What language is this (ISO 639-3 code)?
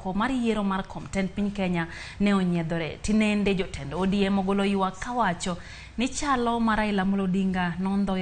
luo